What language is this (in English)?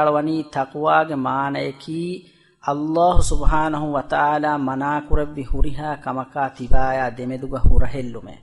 Divehi